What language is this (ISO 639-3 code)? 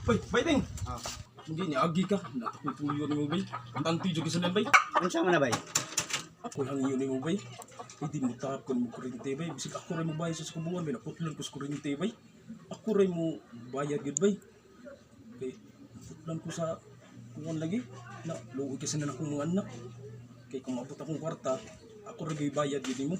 ceb